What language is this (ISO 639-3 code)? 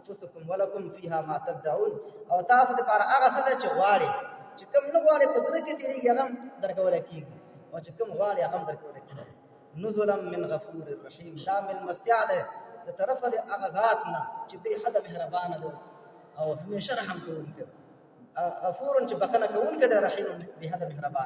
pus